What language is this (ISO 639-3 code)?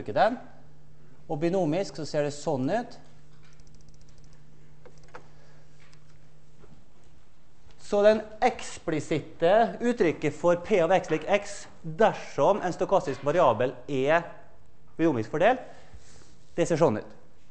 nor